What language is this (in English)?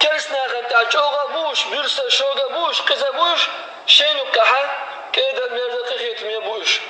Chechen